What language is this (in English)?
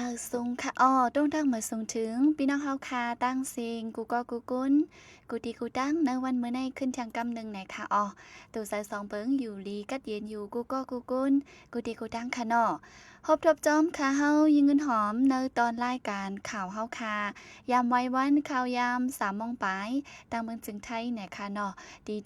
Shan